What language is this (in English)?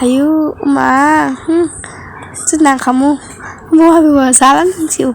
Kok Borok